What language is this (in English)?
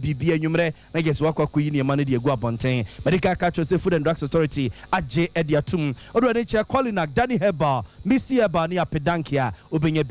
Akan